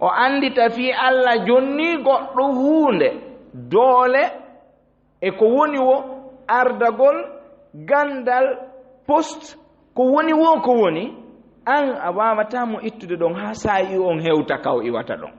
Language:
Fula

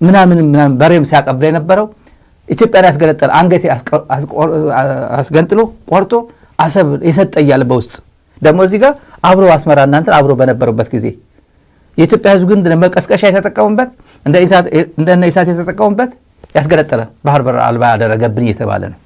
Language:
Amharic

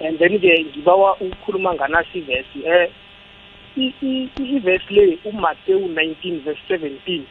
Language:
South Ndebele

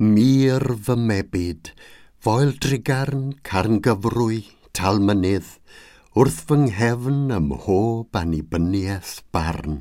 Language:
Welsh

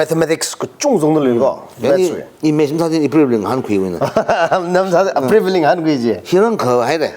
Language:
Tangkhul Naga (India)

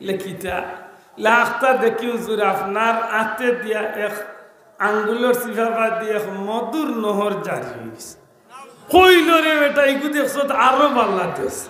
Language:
Sylheti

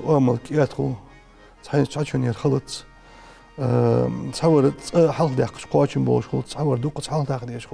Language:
Ingush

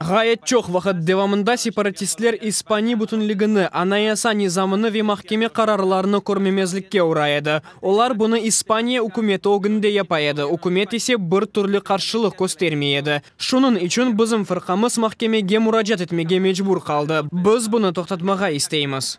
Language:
Crimean Tatar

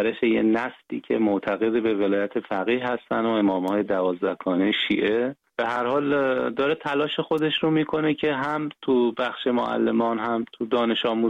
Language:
Persian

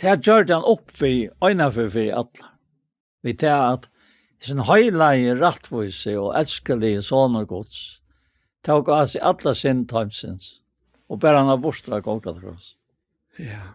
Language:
Faroese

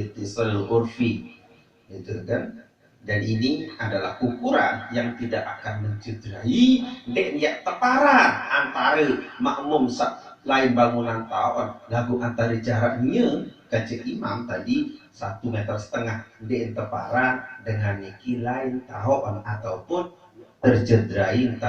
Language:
Sasak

